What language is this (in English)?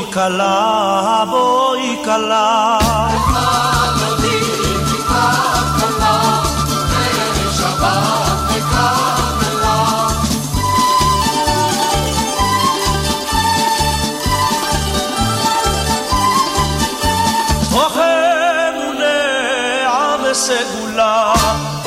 Hebrew